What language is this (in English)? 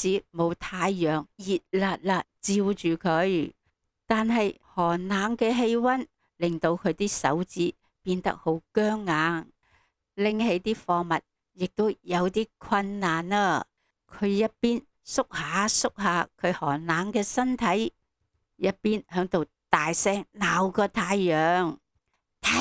Cantonese